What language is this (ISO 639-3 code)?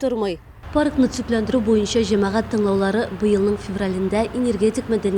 tat